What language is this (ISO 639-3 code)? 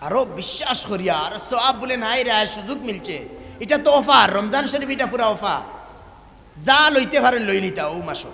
syl